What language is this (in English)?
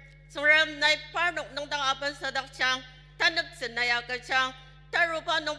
Ao Naga